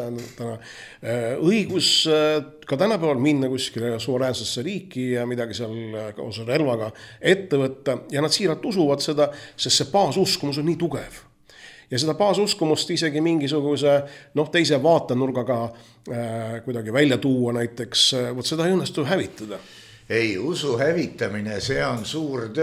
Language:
Estonian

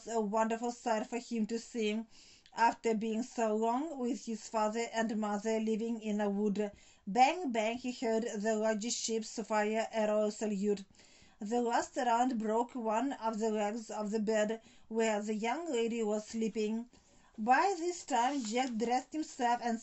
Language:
English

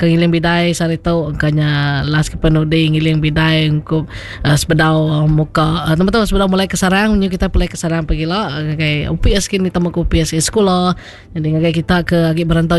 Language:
Iban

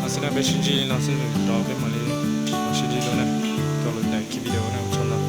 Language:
Hmong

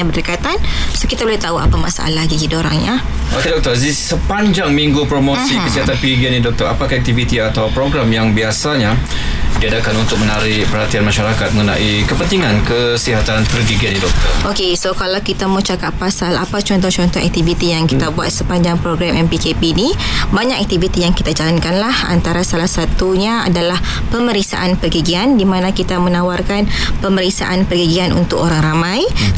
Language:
Malay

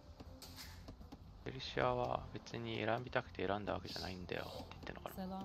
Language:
Japanese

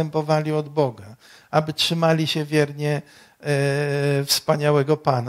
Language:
Polish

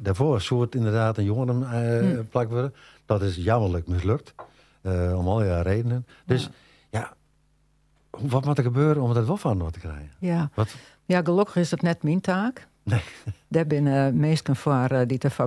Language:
Western Frisian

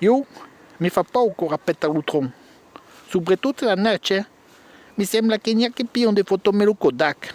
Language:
Occitan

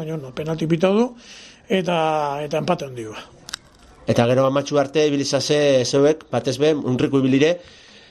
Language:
Basque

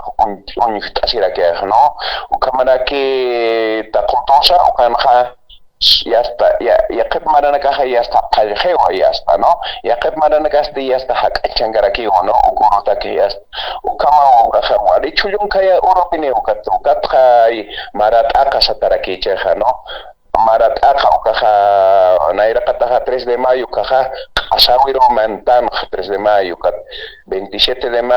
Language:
Aymara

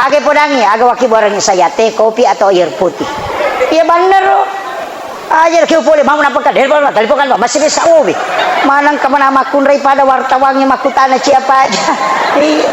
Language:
Buginese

